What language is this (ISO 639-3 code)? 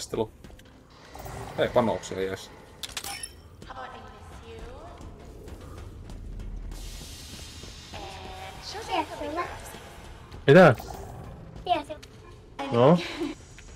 fin